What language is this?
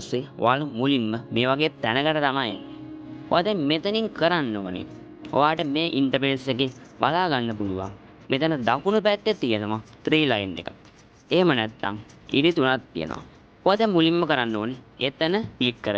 Sinhala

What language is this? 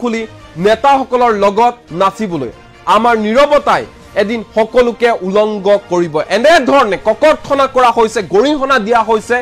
Assamese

